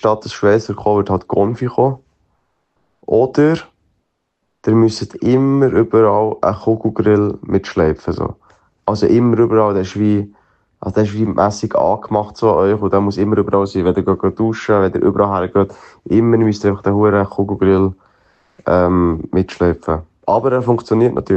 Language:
German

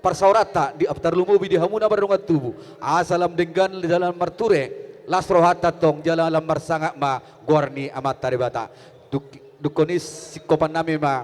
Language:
Batak Toba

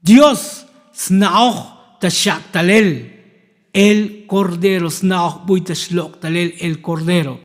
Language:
Tzotzil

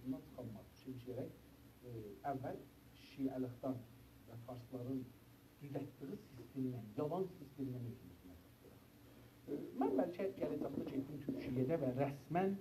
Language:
South Azerbaijani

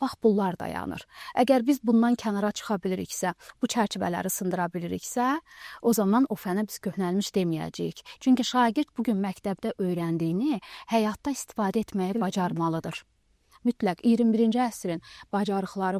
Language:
Azerbaijani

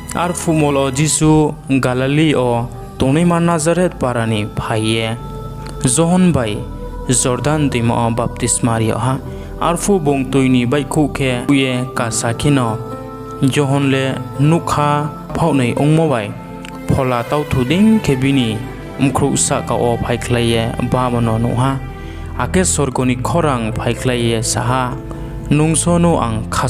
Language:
Riang (India)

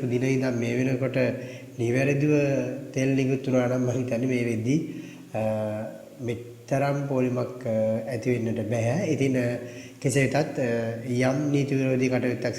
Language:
Sinhala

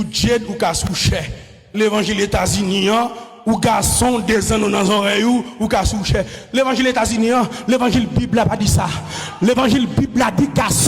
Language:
Haitian Creole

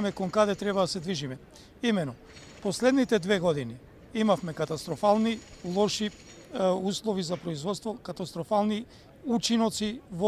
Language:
Macedonian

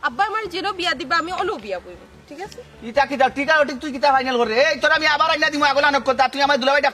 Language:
Sylheti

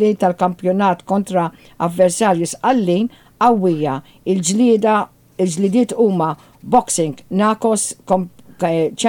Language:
Maltese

